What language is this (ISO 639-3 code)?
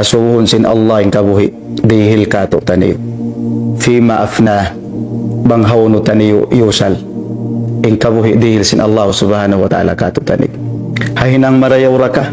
tsg